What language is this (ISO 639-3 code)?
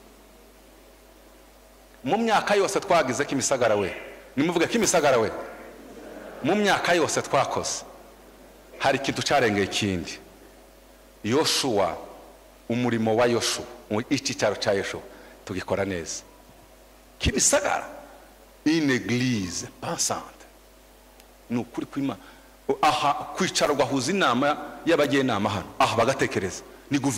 kin